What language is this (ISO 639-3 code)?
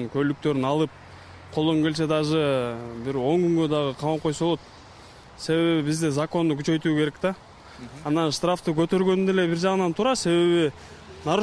kir